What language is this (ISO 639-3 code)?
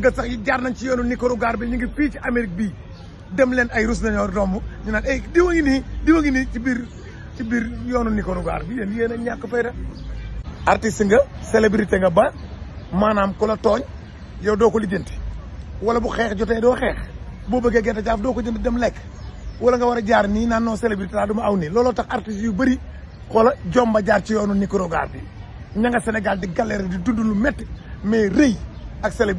wol